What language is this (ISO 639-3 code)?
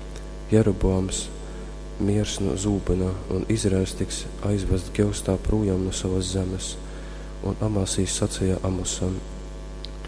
ltg